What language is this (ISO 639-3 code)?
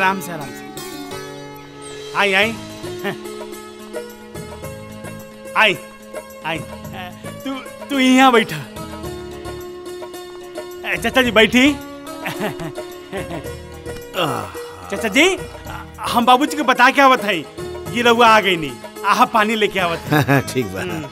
bho